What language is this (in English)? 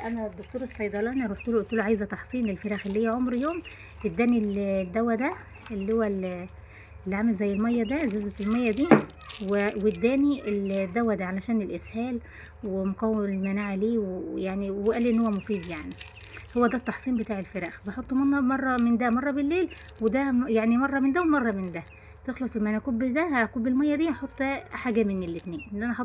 Egyptian Arabic